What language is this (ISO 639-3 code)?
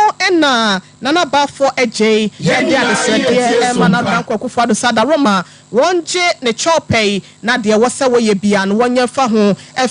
aka